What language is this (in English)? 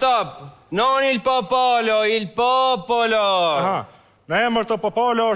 Albanian